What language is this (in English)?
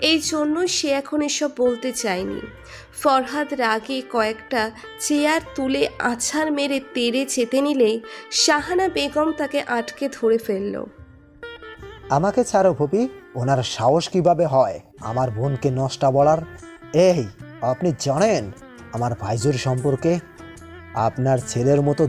Bangla